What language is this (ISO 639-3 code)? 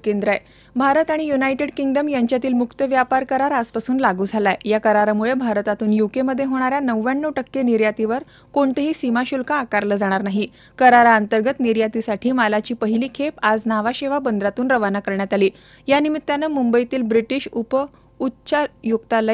mar